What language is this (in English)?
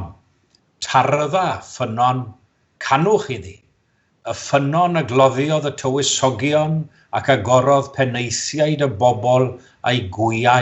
Welsh